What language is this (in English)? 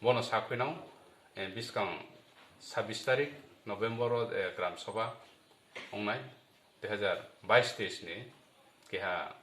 Riang (India)